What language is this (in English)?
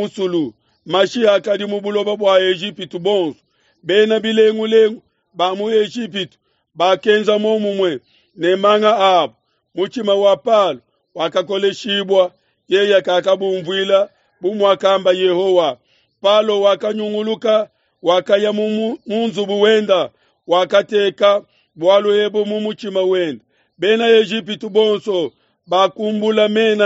Luba-Lulua